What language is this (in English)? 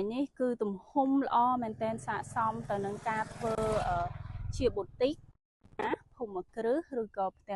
Khmer